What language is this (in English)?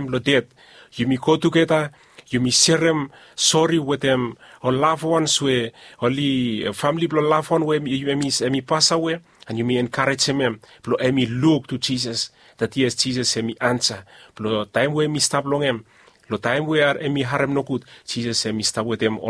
Bislama